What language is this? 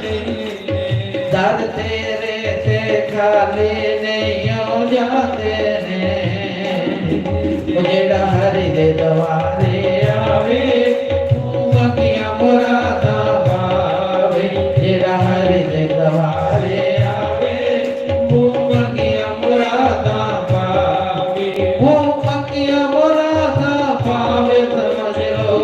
Dogri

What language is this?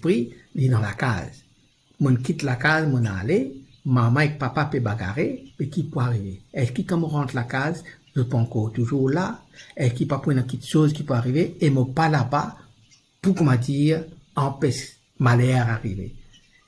Morisyen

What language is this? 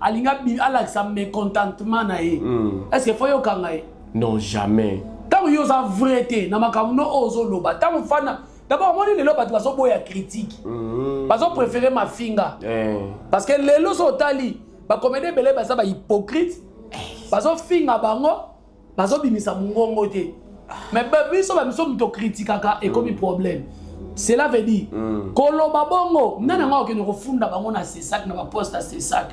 Lingala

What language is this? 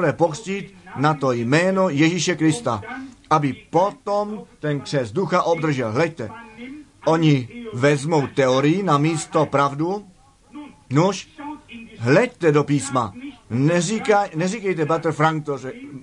Czech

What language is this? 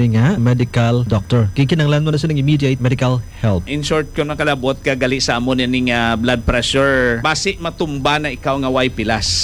Hiligaynon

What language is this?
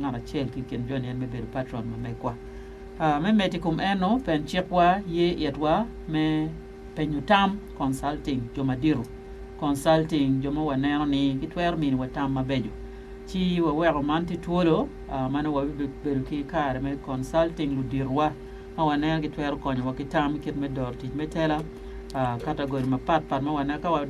Acoli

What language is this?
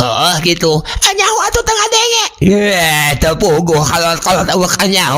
Sundanese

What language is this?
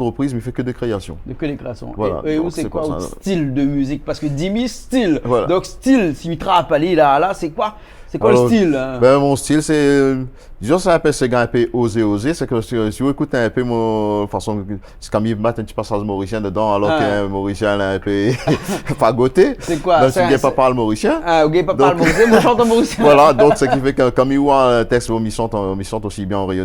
Réunion Creole French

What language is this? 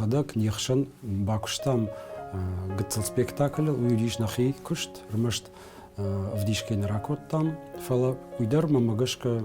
Ossetic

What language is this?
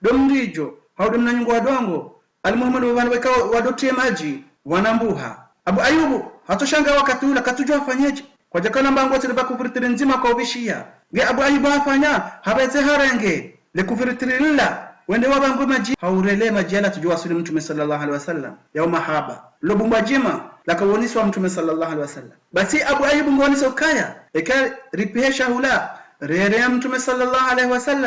Ngazidja Comorian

